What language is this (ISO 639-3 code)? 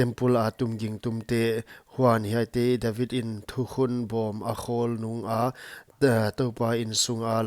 pck